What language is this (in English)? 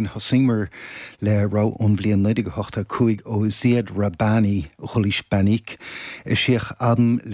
Irish